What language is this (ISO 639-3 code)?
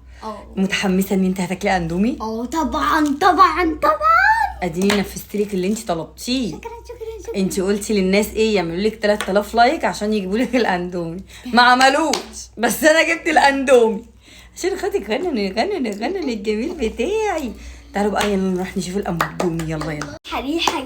arz